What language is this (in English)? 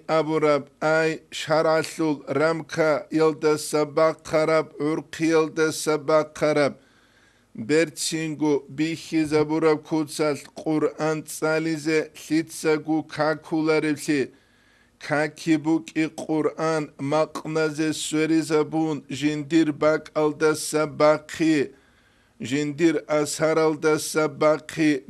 Avaric